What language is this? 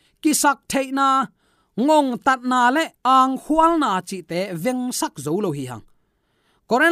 Tedim Chin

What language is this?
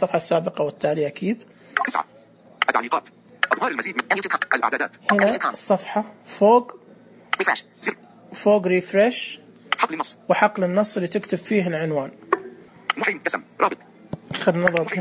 Najdi Arabic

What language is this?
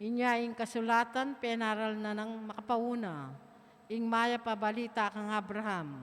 Pampanga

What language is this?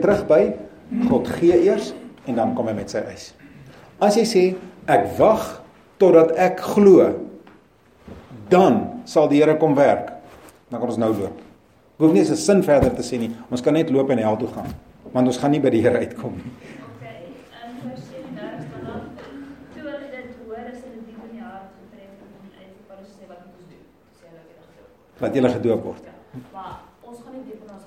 Afrikaans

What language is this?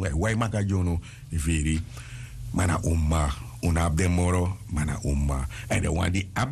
Sranan Tongo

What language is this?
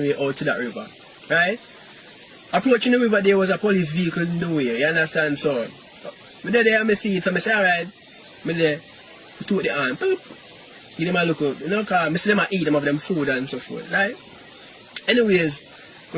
Jamaican Creole English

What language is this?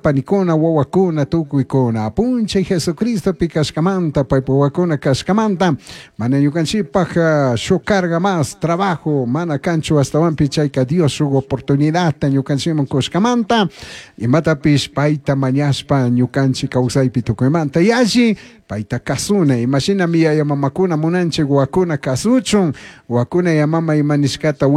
Chimborazo Highland Quichua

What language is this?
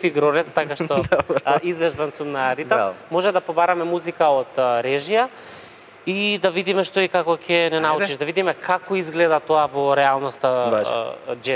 Macedonian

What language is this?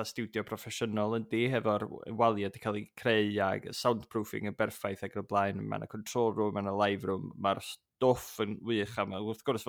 Welsh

